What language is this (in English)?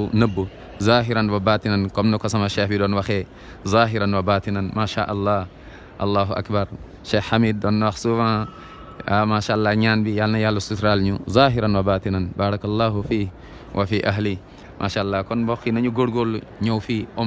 Wolof